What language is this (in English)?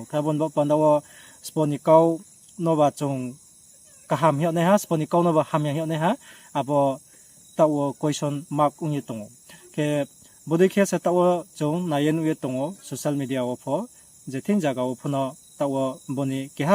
Riang (India)